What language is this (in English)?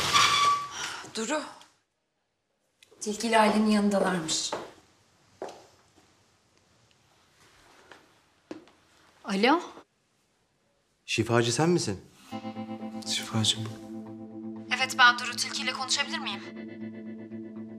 Turkish